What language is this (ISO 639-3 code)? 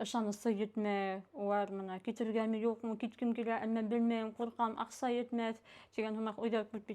bak